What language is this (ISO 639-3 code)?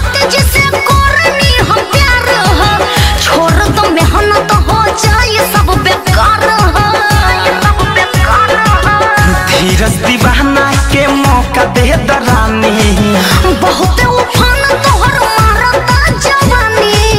bho